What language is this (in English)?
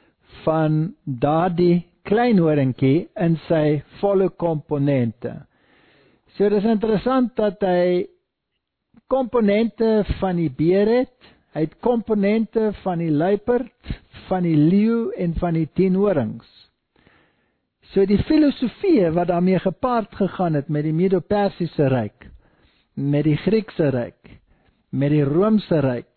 Afrikaans